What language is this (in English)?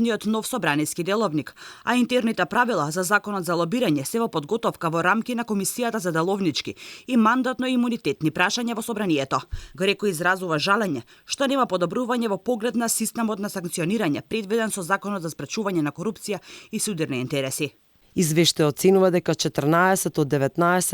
Macedonian